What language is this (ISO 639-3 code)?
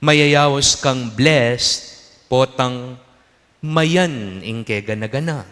pam